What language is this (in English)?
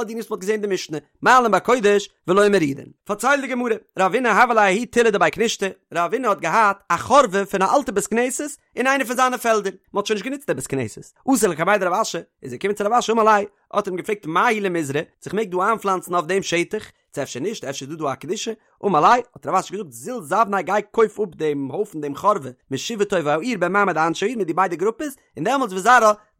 Yiddish